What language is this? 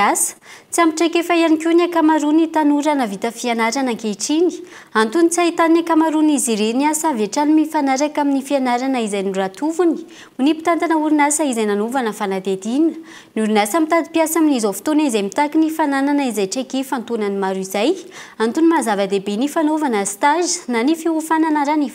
Malagasy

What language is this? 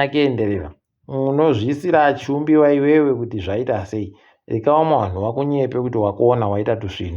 Ndau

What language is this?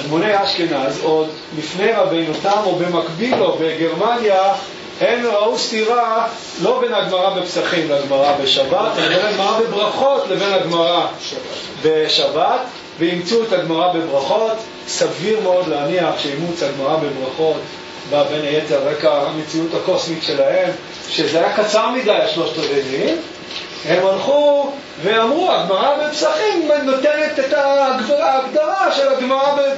Hebrew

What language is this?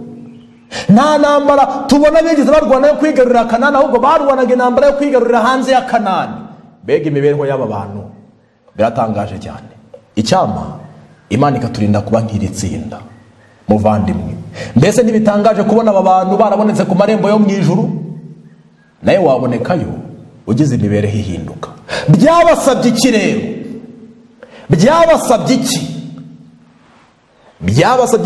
Kinyarwanda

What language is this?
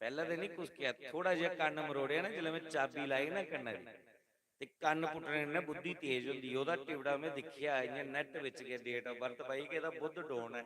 Dogri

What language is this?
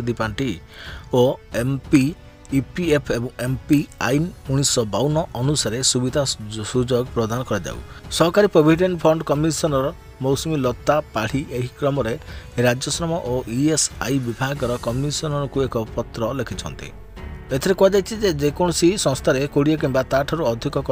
Odia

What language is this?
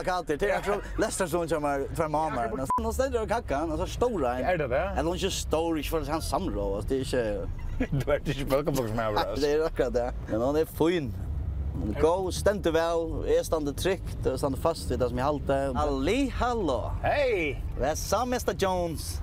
Faroese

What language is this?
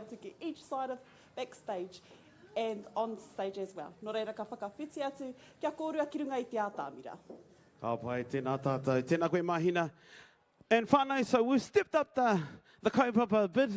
Māori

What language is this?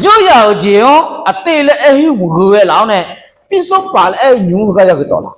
Akha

